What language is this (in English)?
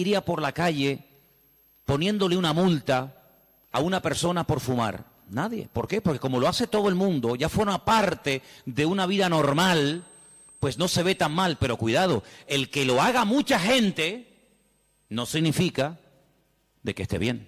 Spanish